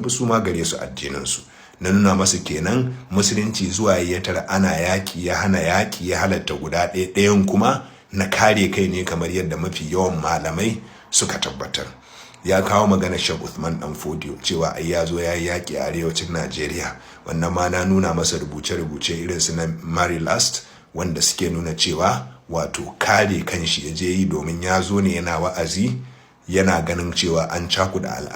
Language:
Hausa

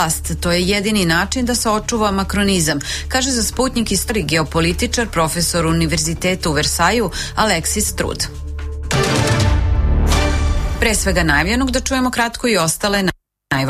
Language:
Serbian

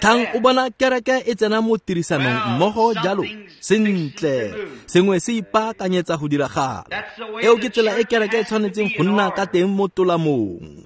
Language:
Tswana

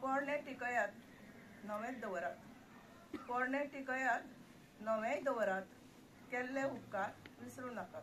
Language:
Konkani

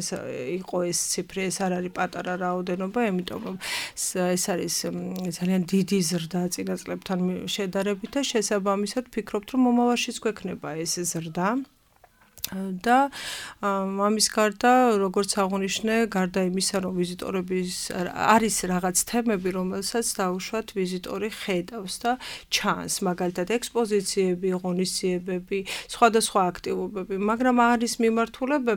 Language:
Georgian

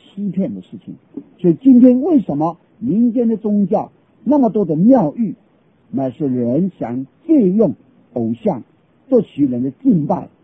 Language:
Chinese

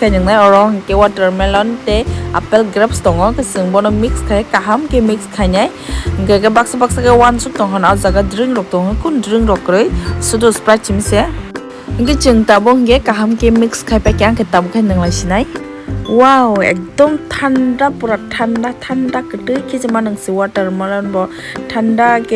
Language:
Kok Borok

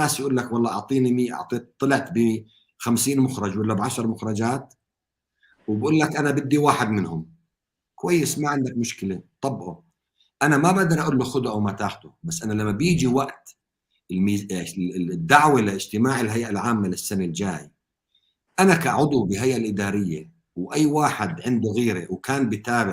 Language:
North Levantine Arabic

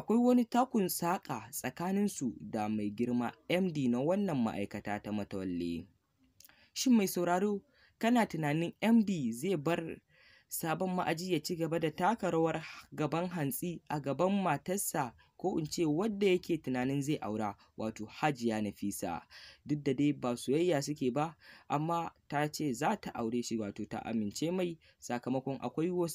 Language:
Hausa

